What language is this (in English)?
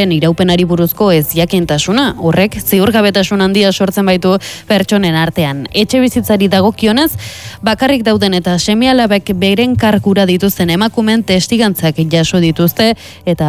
Basque